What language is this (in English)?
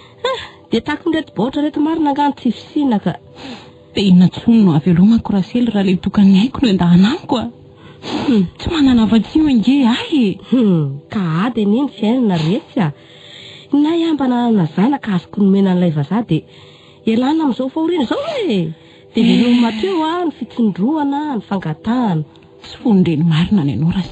Malagasy